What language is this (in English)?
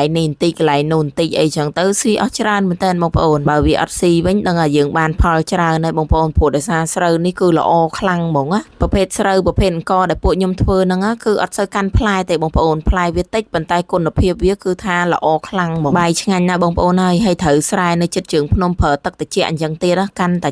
Khmer